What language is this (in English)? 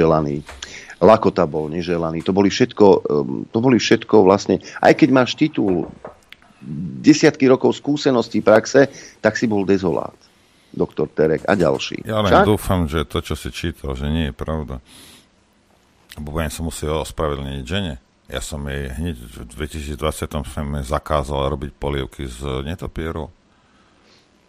Slovak